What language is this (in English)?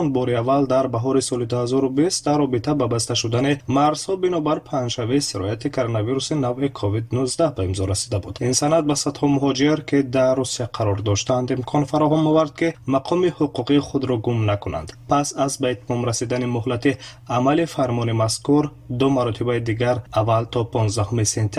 Tajik